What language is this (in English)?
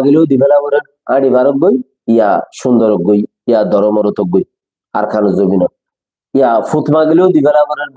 Rohingya